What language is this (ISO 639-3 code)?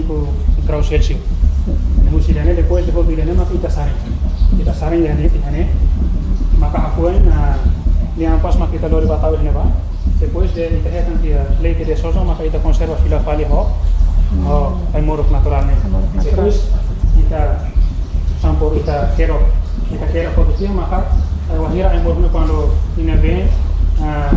tet